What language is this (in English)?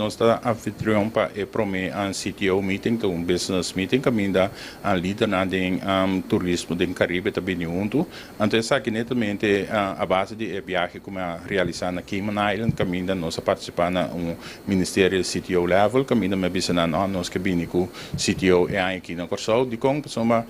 Papiamento